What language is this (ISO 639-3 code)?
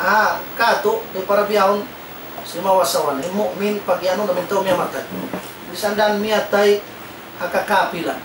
tsg